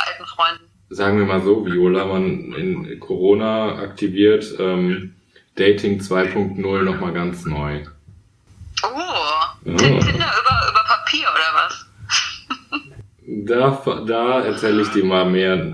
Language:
German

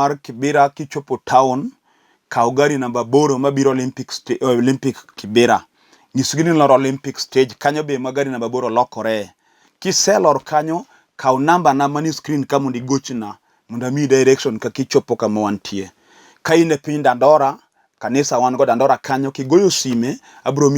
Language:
Luo (Kenya and Tanzania)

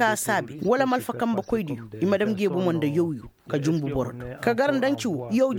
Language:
Koyraboro Senni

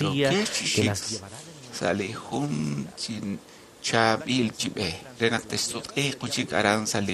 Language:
Kekchí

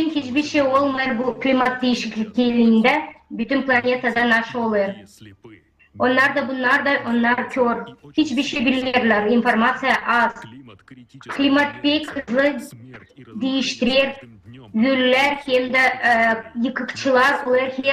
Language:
Gagauz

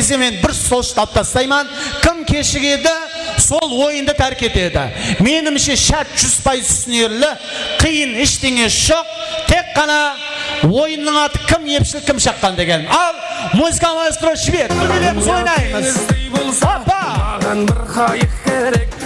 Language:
Kara-Kalpak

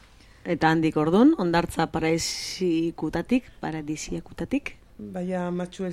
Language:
Basque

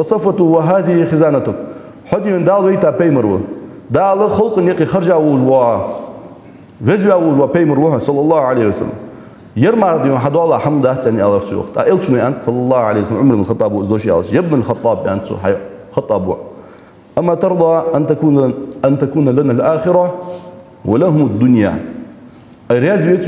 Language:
Ingush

